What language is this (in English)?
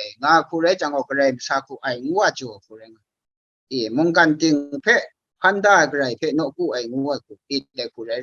Kachin